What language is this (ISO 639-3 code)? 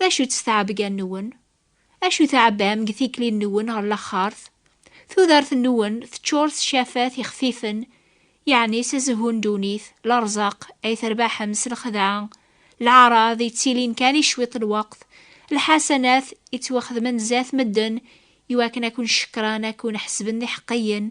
kab